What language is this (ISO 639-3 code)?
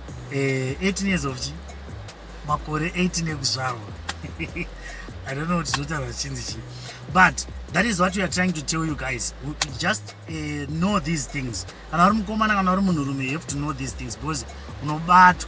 sna